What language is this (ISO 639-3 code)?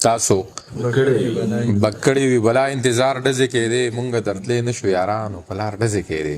pus